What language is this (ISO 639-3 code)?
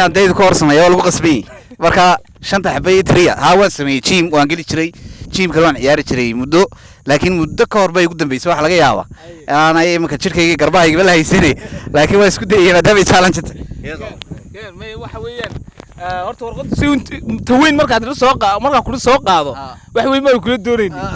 som